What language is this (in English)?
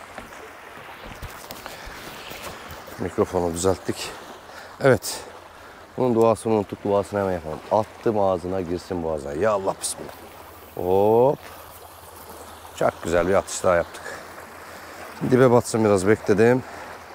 Turkish